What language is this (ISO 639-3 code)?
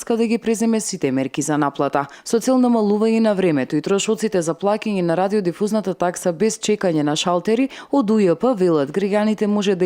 mkd